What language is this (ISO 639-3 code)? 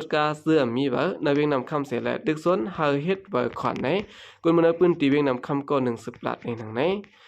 shn